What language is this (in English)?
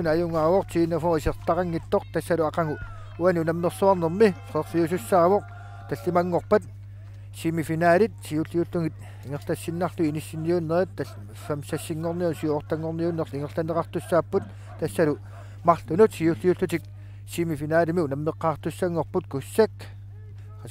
Kalaallisut